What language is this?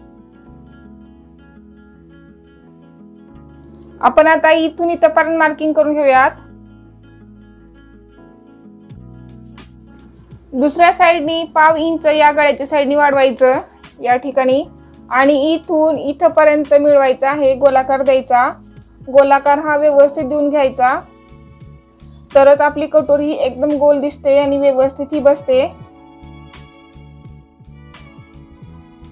Marathi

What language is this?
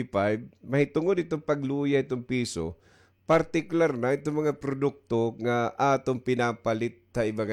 Waray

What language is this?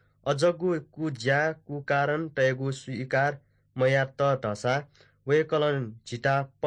Newari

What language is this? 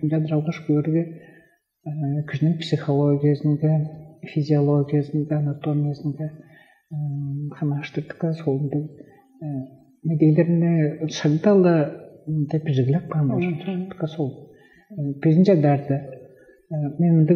Tuvinian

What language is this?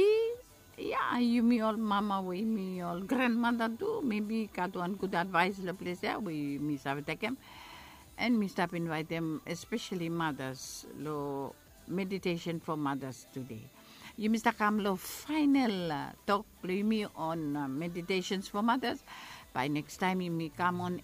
Bislama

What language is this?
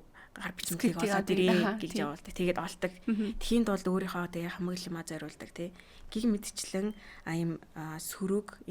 Mongolian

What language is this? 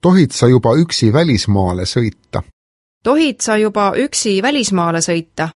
Estonian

